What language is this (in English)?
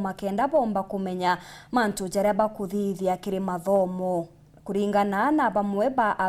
Meru